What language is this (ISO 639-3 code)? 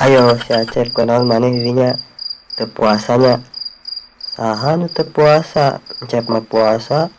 sun